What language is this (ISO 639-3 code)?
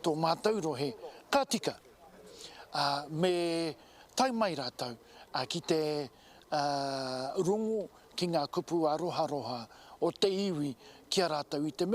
mri